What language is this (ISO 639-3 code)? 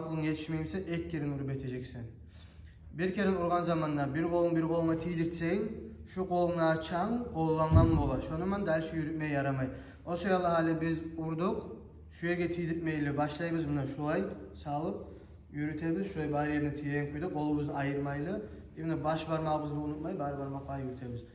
kum